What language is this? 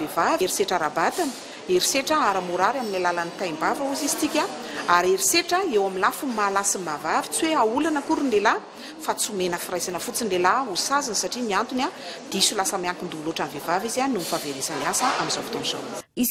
Malagasy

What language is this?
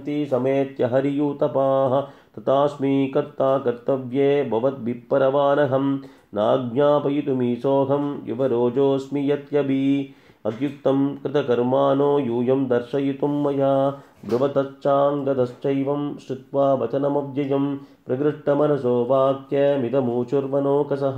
Sanskrit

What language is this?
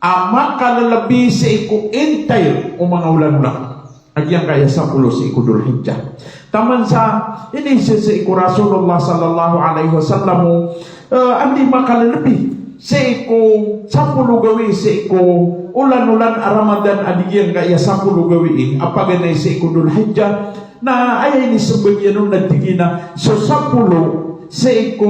Maranao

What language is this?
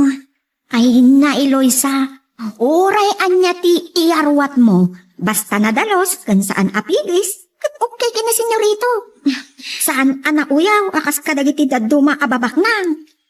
Iloko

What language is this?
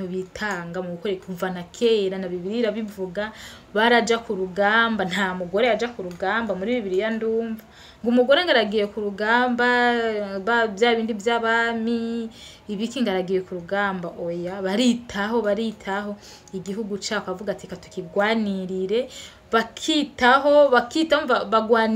Rundi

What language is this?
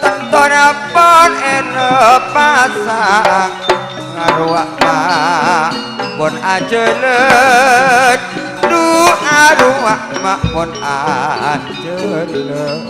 Madurese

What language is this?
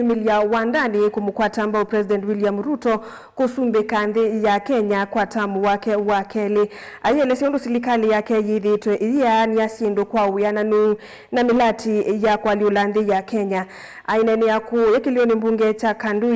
Kamba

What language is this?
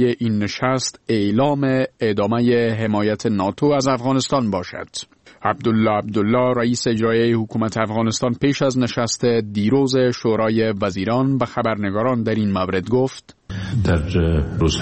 Persian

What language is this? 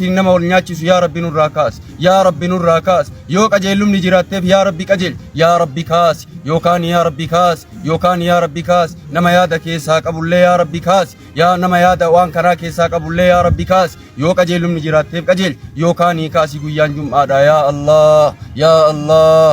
Oromo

